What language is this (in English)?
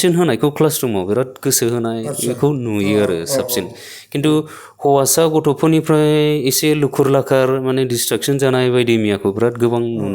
Bodo